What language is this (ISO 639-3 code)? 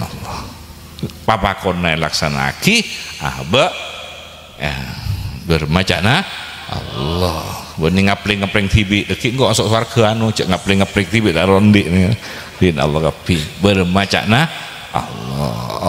mad